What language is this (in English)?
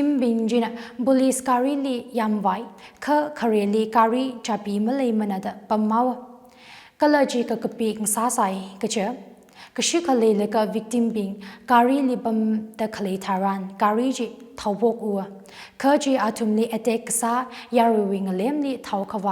Tangkhul Naga (India)